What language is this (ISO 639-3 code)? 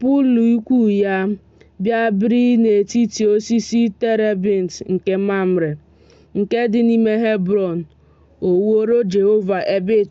ibo